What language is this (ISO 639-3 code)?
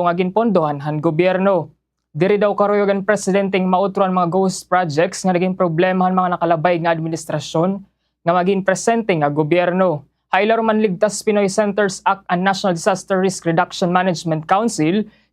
war